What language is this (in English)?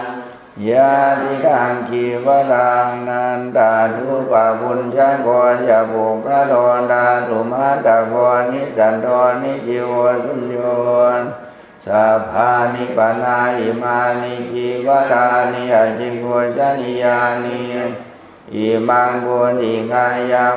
Pali